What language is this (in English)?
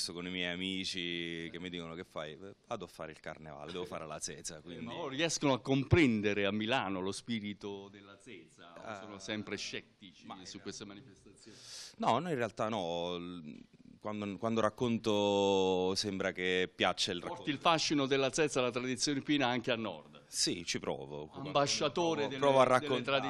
Italian